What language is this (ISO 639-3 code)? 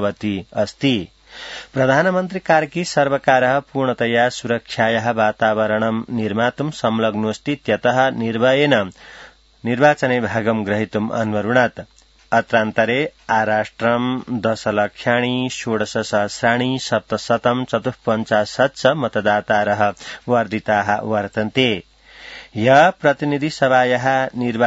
san